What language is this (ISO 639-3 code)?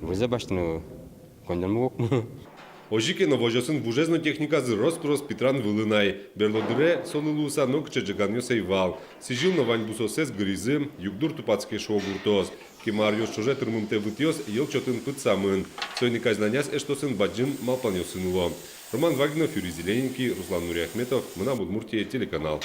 udm